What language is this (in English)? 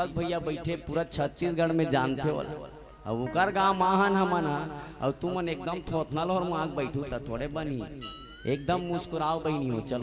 Chhattisgarhi